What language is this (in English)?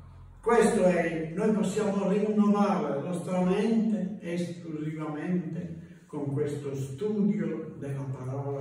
Italian